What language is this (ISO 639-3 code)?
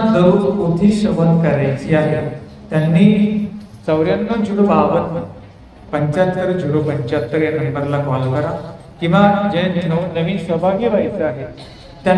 mar